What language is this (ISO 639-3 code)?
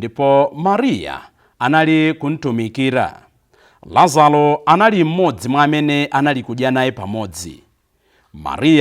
nya